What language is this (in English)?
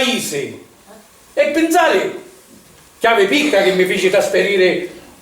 Sicilian